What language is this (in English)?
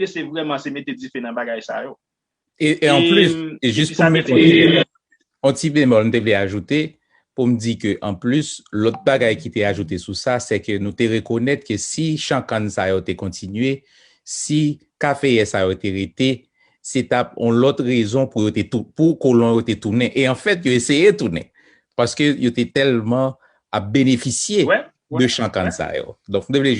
Haitian Creole